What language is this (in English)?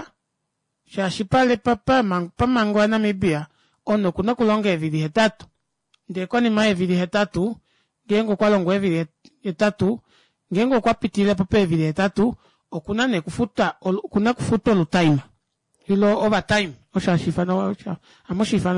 Kuanyama